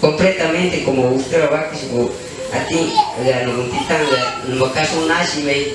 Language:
Shipibo-Conibo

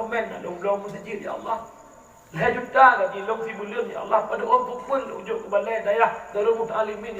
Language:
Achinese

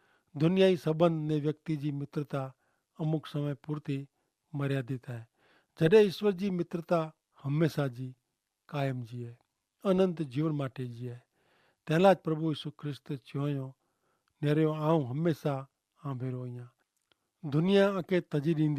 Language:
Kachhi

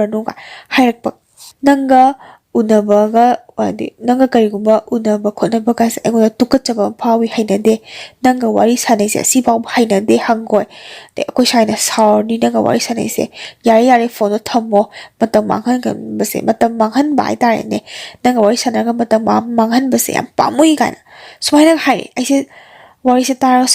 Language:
Manipuri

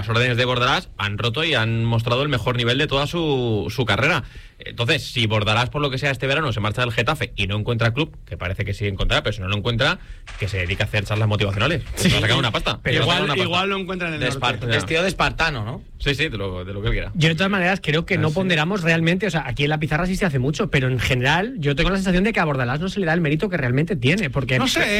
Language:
Spanish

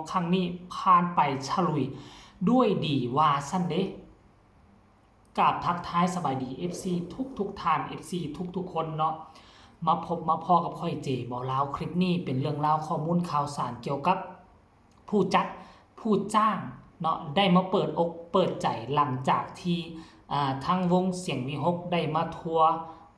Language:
Lao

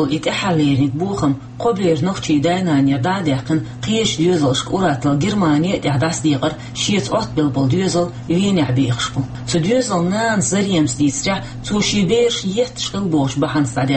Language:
Chechen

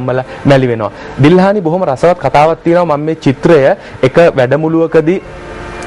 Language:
Sinhala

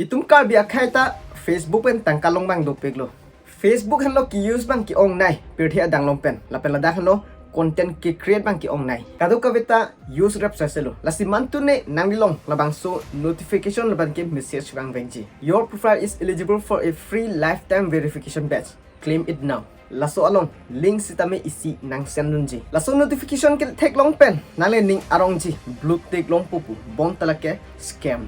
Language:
Karbi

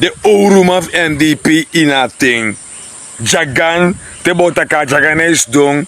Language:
Sranan Tongo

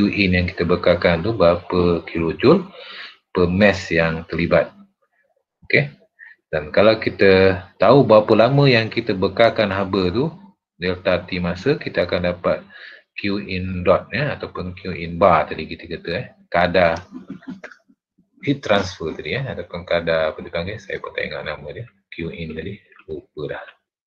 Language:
Malay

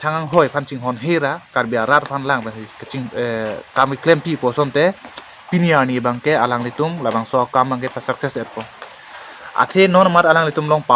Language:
Karbi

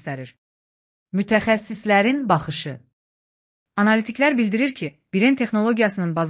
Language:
Azerbaijani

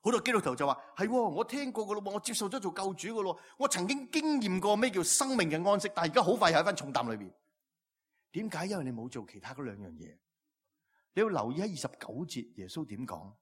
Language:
Cantonese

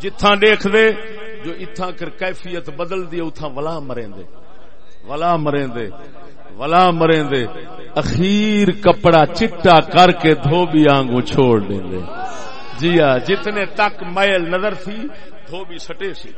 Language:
Saraiki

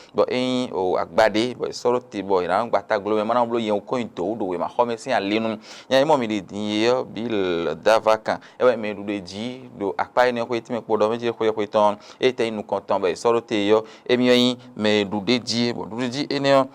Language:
Fon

